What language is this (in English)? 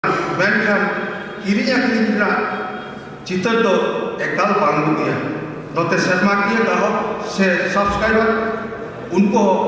Santali